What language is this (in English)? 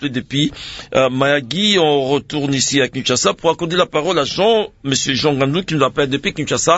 French